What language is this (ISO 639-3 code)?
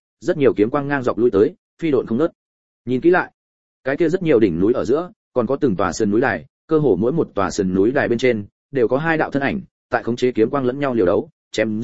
vie